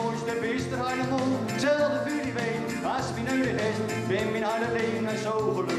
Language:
Gronings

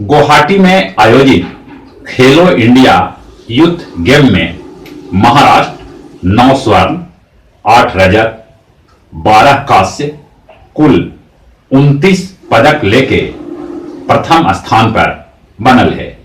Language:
Magahi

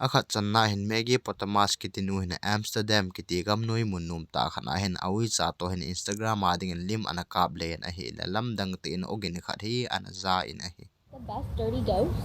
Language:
Thado Chin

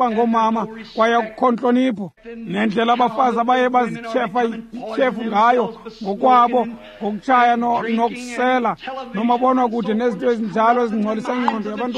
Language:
Xhosa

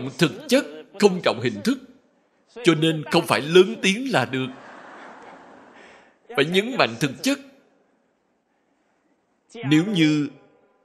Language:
Vietnamese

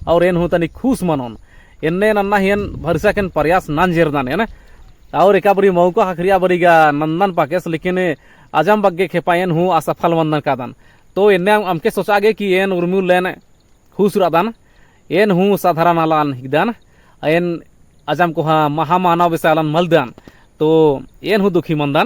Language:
Kurukh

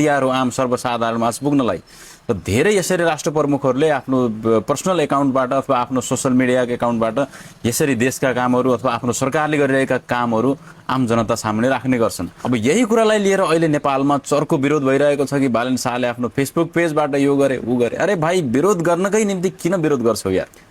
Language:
Nepali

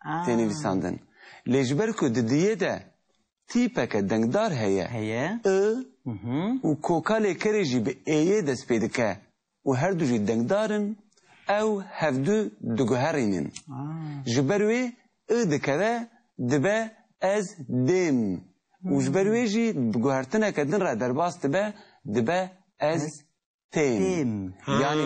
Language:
Kurdish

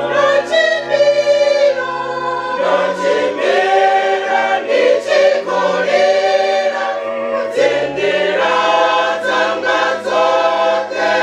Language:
Venda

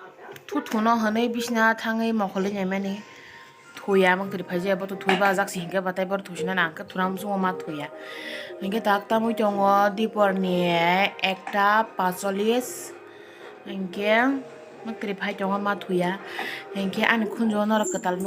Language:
Kok Borok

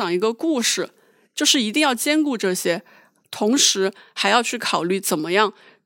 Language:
Chinese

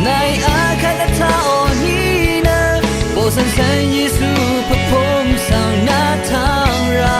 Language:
Rawang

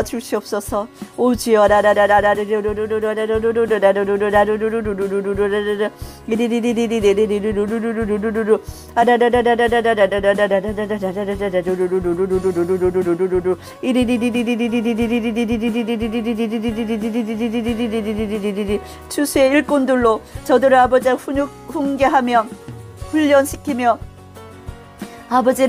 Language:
Korean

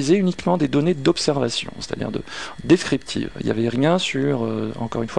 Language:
French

